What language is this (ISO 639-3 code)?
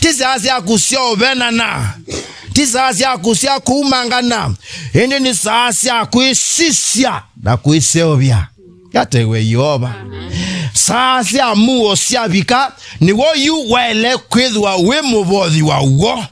kam